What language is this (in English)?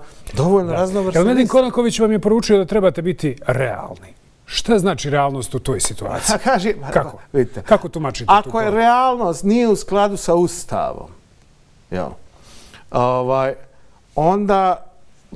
Bosnian